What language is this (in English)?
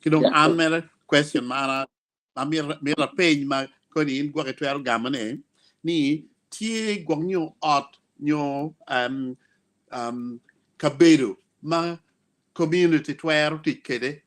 Acoli